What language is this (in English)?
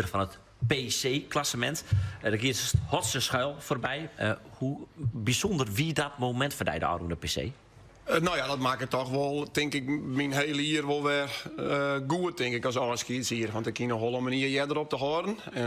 Western Frisian